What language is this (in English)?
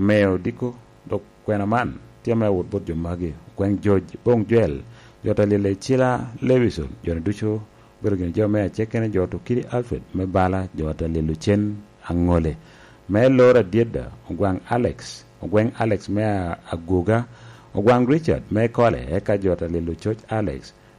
Lango (Uganda)